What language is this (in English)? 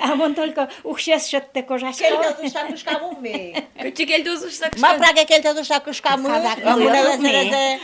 Udmurt